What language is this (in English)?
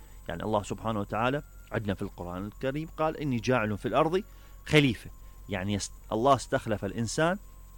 Mesopotamian Arabic